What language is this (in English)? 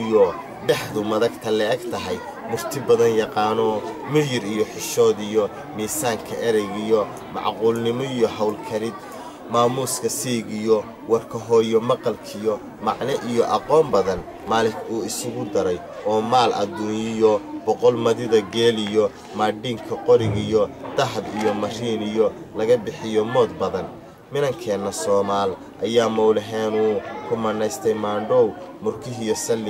Somali